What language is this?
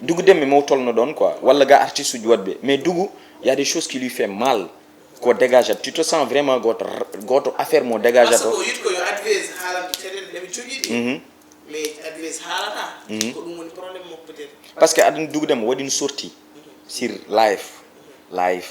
Fula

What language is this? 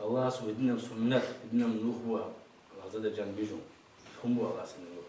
Avaric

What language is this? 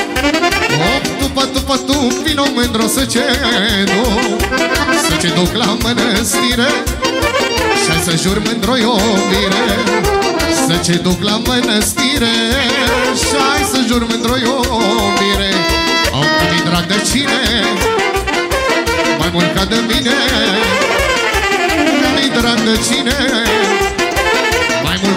Romanian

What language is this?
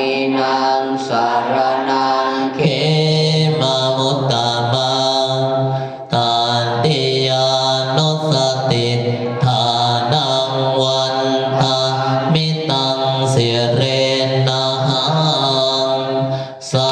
Pali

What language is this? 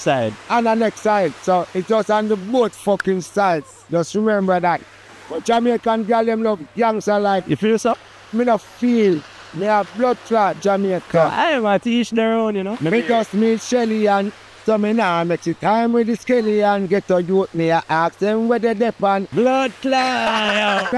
Jamaican Creole English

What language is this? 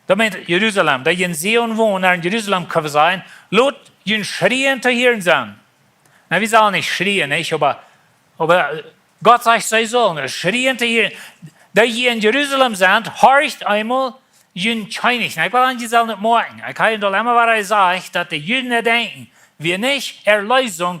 Plautdietsch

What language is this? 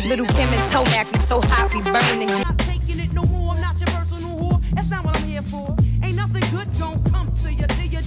English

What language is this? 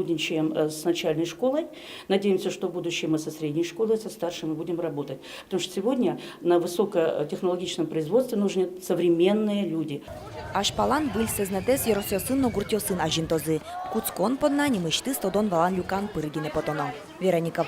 Udmurt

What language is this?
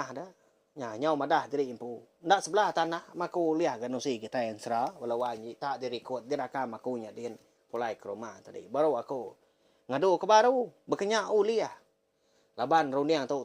Iban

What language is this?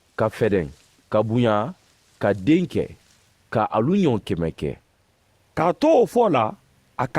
Mandingo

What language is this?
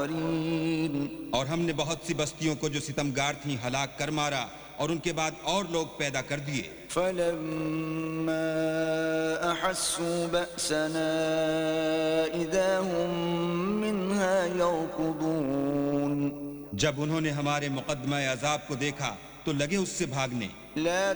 Urdu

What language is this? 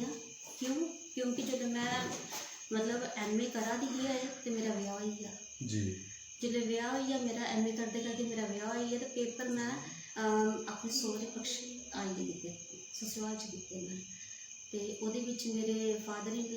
Dogri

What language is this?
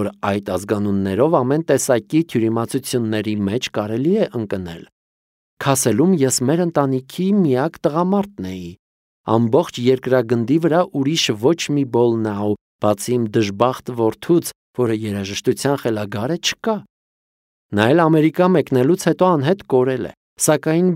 Armenian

